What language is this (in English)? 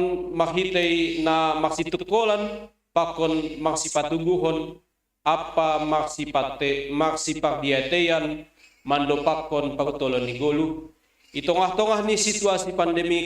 Batak Simalungun